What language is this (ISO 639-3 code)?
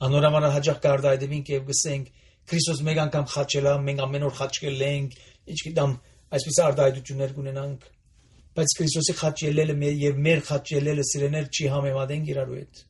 hye